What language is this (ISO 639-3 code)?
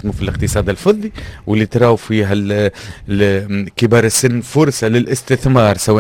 aeb